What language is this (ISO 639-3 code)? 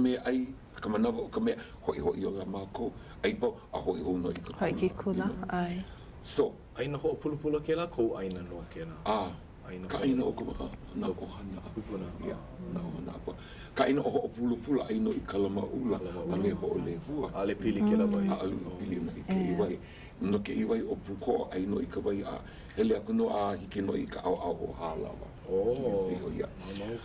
haw